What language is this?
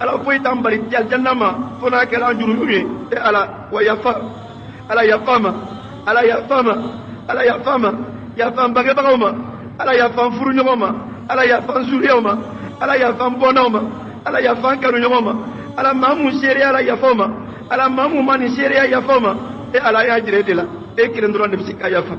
Bambara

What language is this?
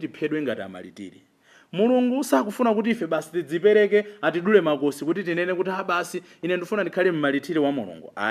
Nyanja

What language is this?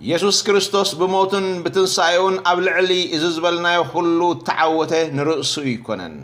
Tigrinya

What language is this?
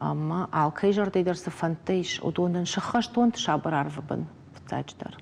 Ossetic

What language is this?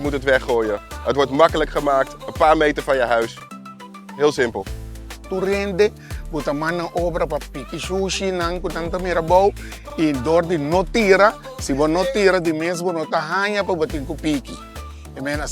Papiamento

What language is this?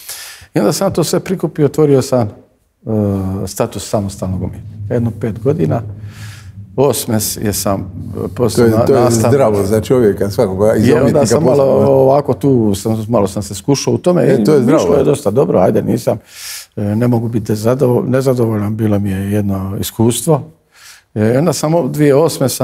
Croatian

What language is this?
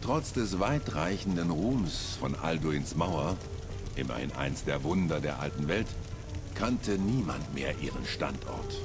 Bavarian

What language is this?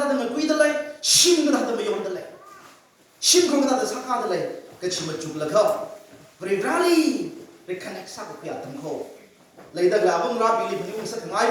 Tangkhul Naga (India)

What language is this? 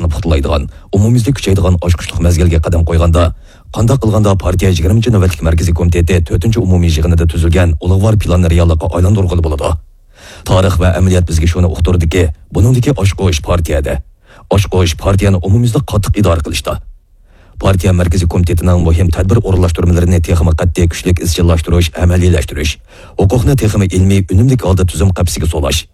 Uyghur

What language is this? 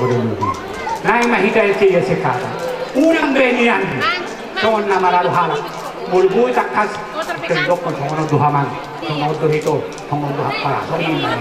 Batak Toba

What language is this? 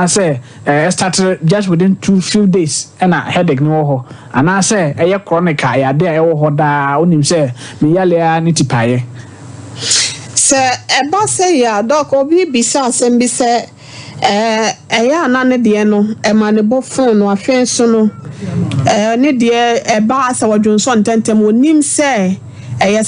Akan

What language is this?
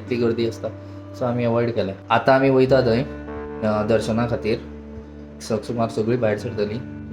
Konkani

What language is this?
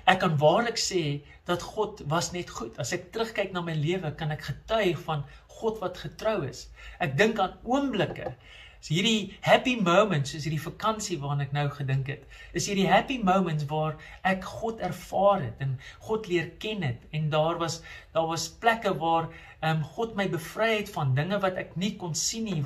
Afrikaans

